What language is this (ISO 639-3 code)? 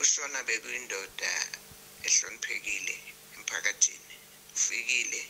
zul